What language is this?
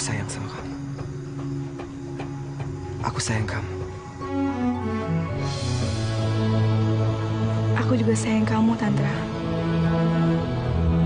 Indonesian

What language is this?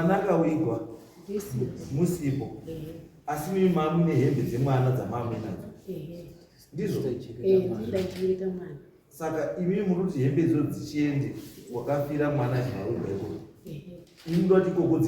Shona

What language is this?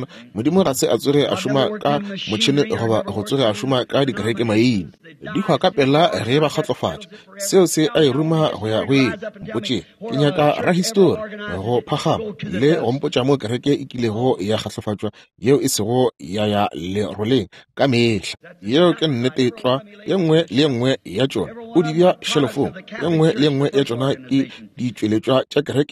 Northern Sotho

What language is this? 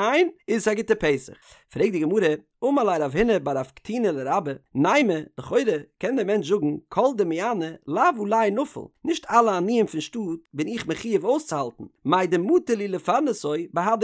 Yiddish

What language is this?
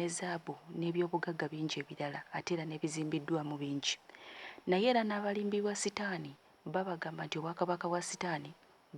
Ganda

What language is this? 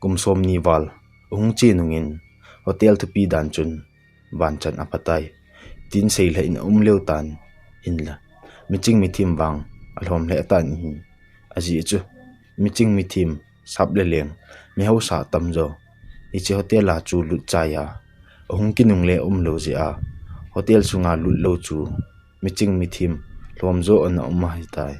Thado Chin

